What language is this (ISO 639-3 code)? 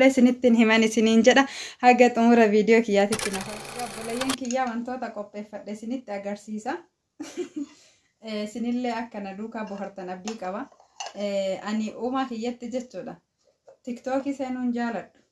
orm